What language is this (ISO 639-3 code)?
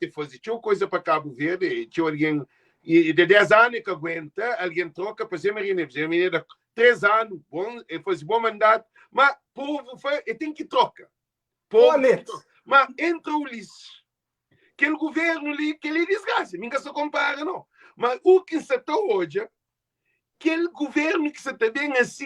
kea